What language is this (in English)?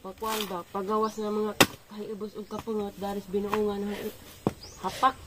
Cebuano